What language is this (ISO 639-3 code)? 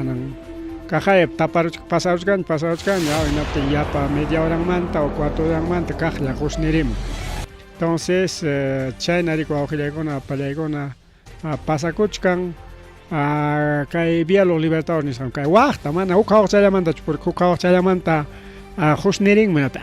quy